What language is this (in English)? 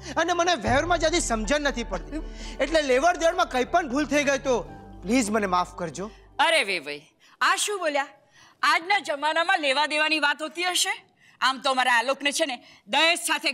Gujarati